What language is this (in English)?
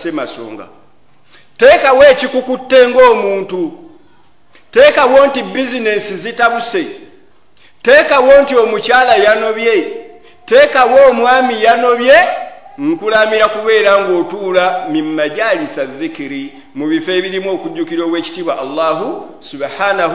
Ganda